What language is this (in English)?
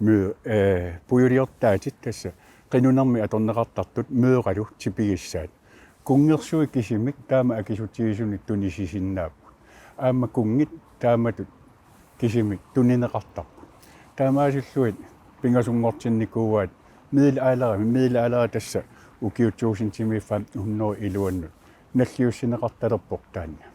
Kalaallisut